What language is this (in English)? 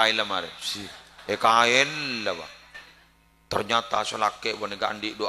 Madurese